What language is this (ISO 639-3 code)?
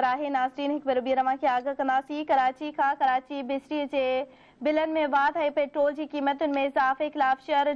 snd